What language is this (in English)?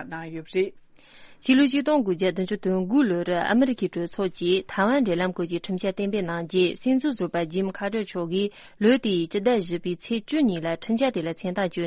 Tibetan